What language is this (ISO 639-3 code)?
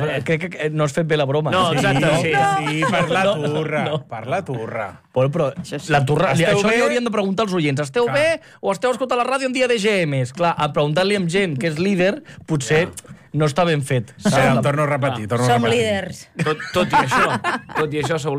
cat